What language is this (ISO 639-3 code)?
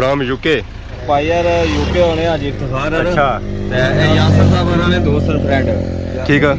phr